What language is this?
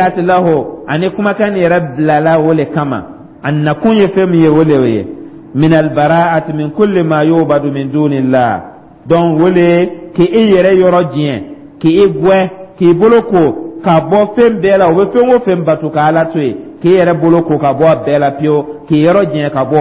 Dyula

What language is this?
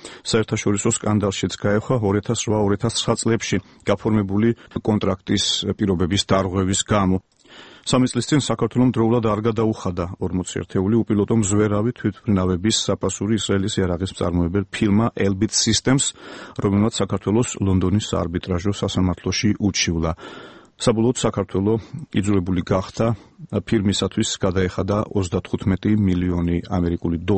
Georgian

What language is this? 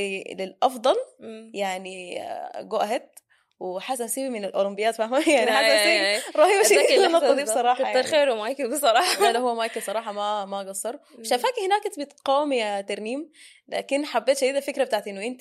Sudanese Arabic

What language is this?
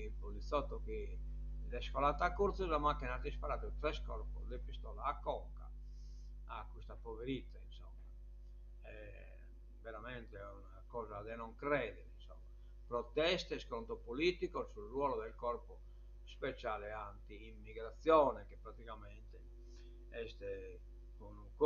Sardinian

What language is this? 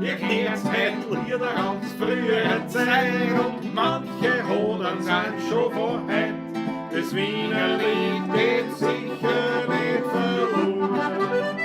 Bavarian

